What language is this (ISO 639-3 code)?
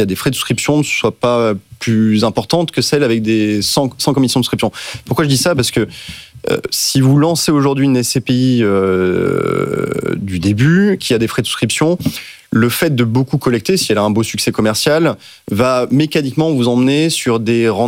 fra